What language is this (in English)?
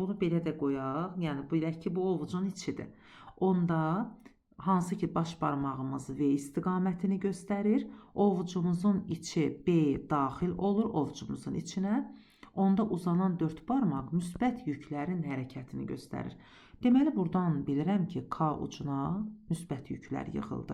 Azerbaijani